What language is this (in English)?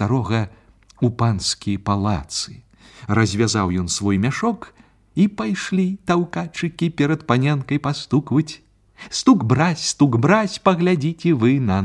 Belarusian